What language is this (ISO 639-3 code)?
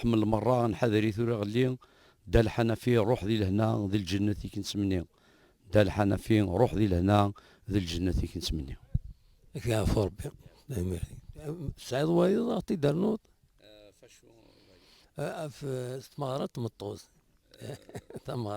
kab